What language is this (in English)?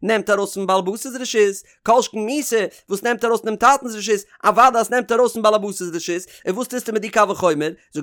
Yiddish